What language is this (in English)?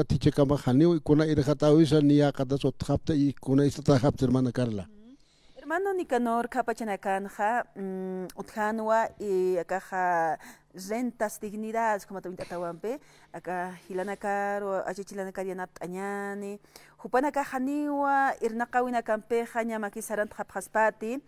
Aymara